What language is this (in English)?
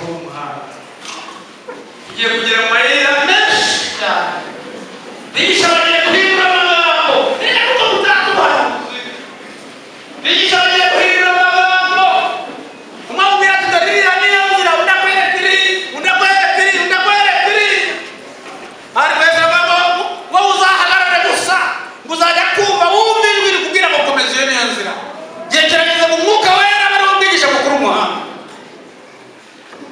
Kinyarwanda